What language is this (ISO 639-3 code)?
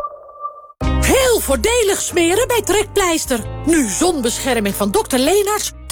nld